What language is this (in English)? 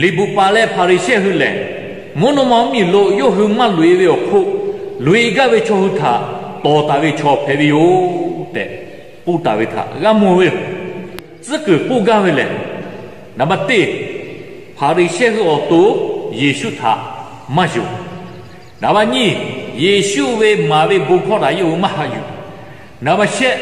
Lahu